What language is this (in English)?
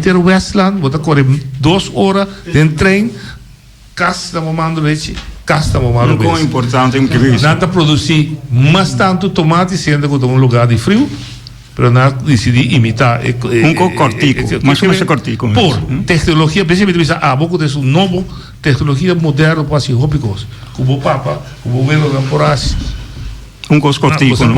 Papiamento